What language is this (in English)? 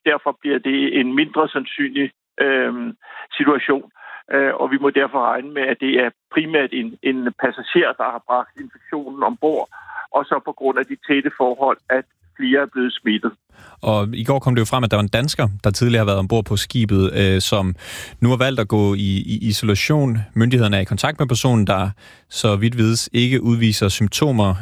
Danish